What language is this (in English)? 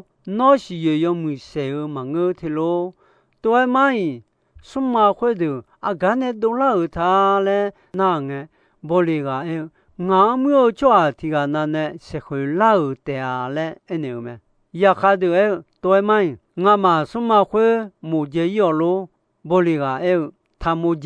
Akha